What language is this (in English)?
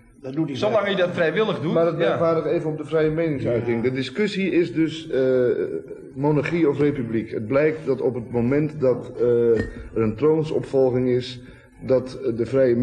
Dutch